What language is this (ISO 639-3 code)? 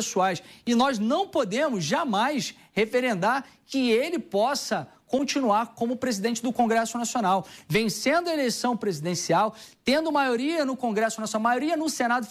por